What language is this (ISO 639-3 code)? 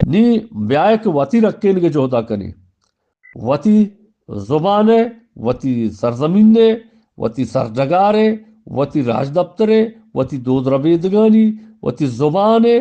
bgp